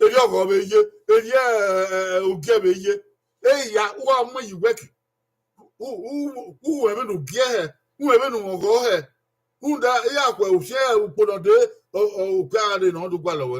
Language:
Bini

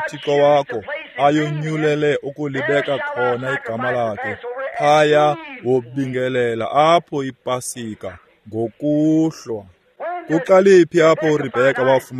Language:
Xhosa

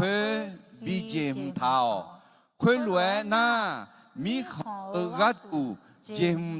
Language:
Akha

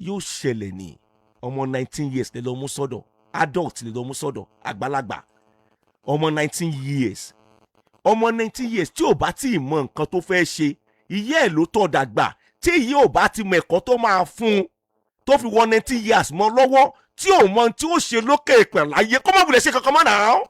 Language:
Yoruba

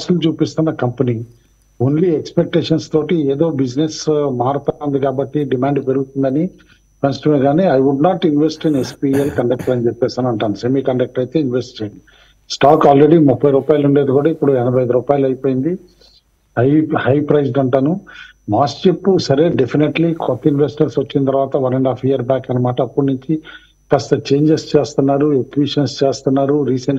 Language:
Telugu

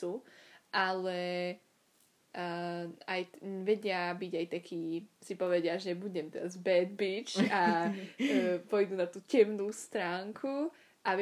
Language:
Slovak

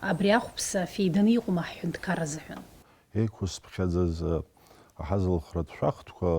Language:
Abkhazian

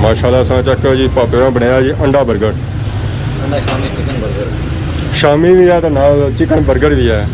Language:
Pahari-Potwari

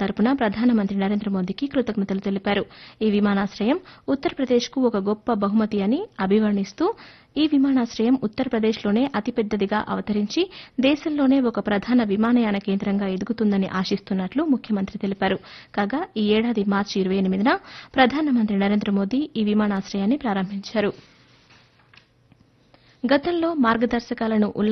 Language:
Telugu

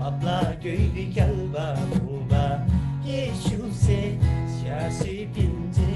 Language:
Eastern Tamang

